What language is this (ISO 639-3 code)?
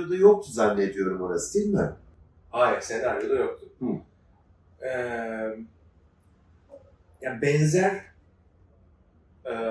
tur